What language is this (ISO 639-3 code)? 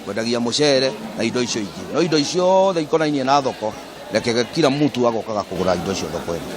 kik